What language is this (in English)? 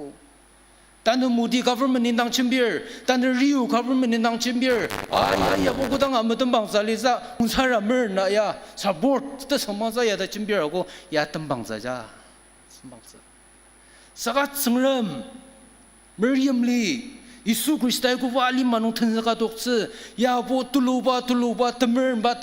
Ao Naga